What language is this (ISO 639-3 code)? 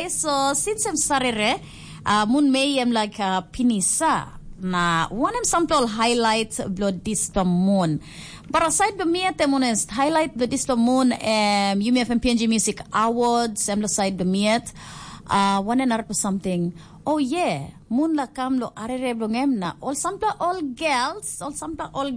tpi